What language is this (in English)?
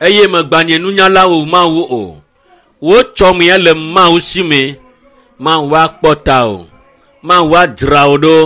Ewe